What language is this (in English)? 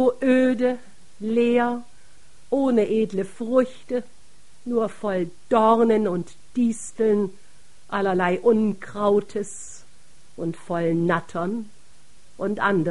German